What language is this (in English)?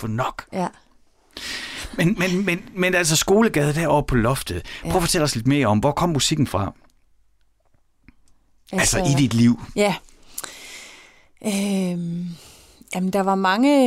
Danish